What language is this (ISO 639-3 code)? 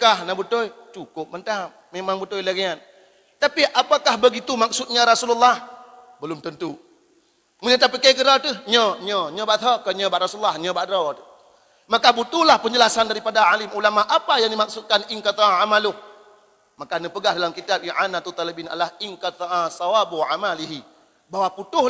ace